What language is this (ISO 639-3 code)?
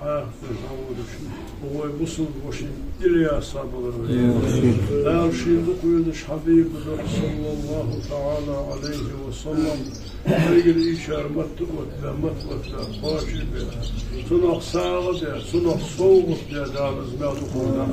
inh